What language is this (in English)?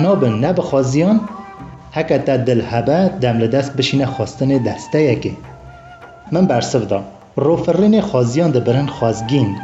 Kurdish